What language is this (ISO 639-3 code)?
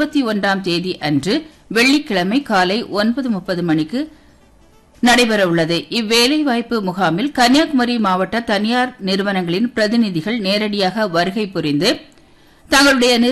tam